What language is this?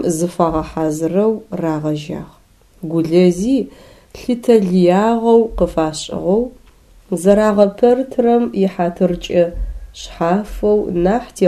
Adyghe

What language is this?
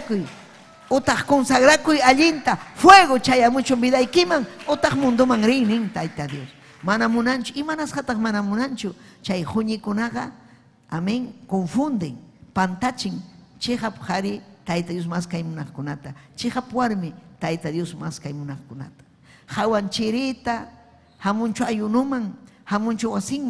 Ayacucho Quechua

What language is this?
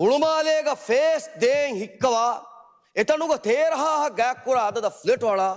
Divehi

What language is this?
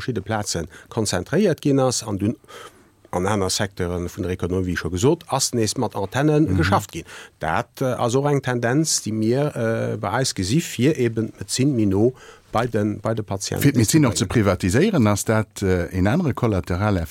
Luxembourgish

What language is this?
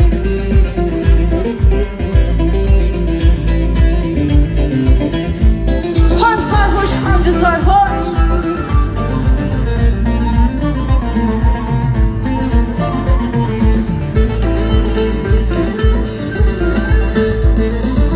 Turkish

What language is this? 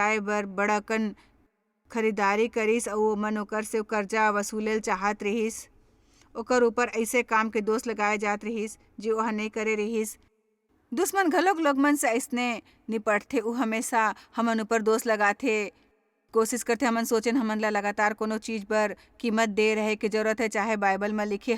Chhattisgarhi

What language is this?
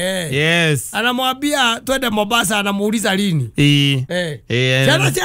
Kikuyu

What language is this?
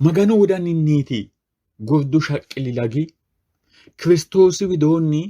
Sidamo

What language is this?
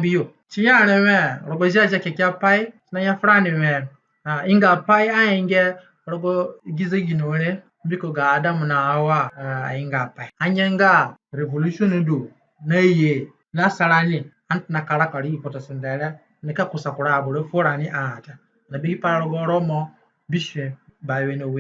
Zande (individual language)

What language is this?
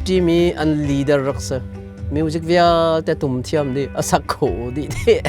Hakha Chin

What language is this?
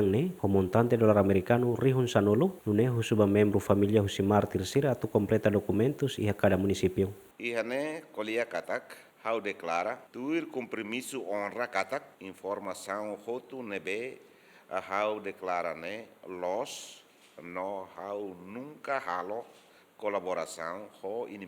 Tetum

